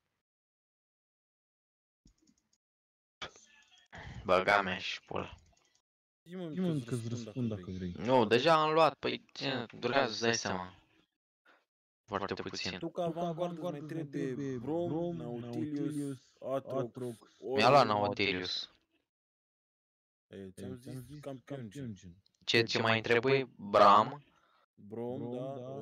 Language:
Romanian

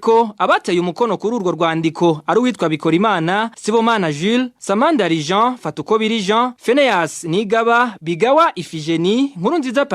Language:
Rundi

